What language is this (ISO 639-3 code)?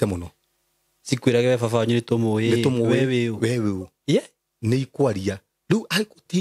kik